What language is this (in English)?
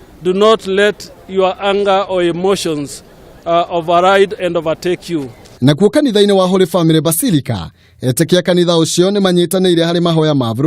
Kikuyu